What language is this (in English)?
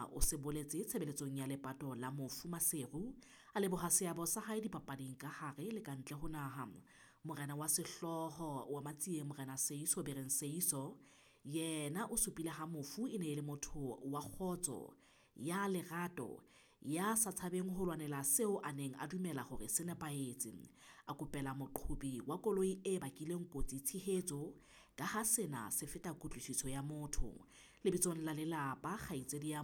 Southern Sotho